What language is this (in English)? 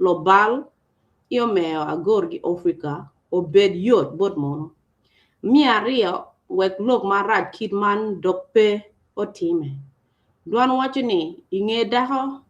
Acoli